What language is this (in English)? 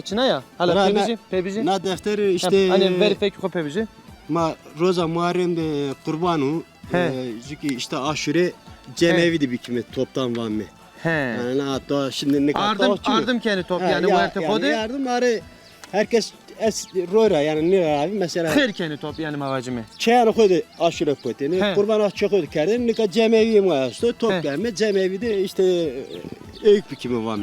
Zaza